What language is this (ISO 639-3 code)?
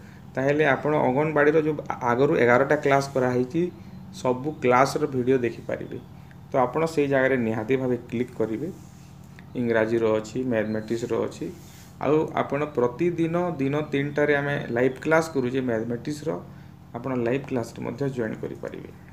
ori